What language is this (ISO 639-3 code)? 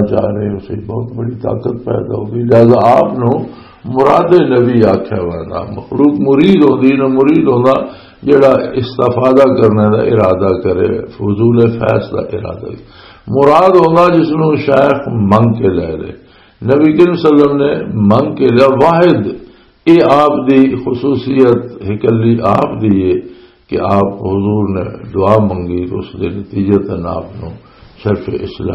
lah